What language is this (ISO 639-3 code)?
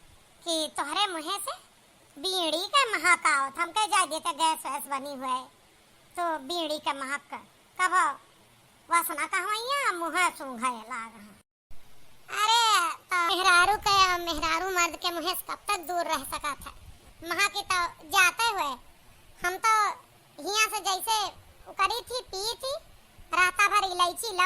awa